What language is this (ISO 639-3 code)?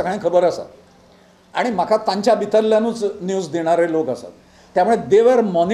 kok